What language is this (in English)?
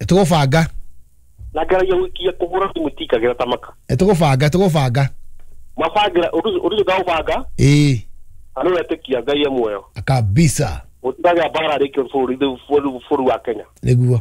Kikuyu